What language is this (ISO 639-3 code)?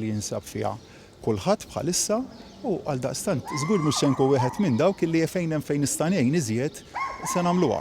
mlt